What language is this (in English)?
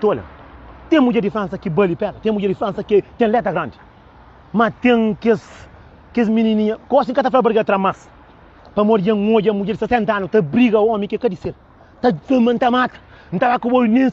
Kabuverdianu